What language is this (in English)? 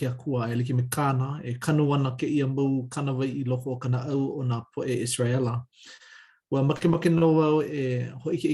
Hawaiian